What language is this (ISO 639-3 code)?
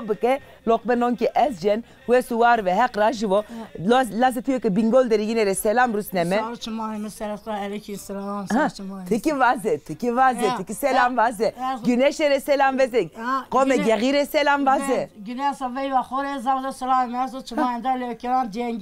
zza